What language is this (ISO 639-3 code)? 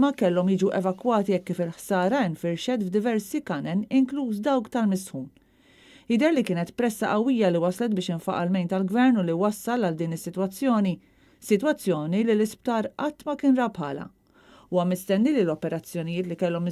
mlt